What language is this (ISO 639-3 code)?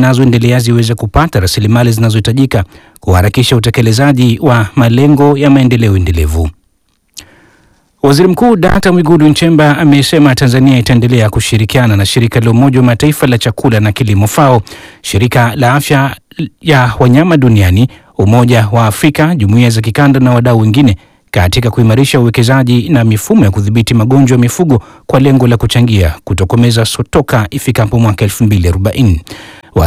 swa